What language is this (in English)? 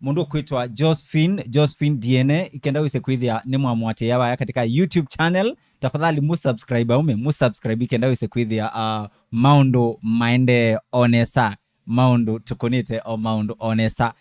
Kamba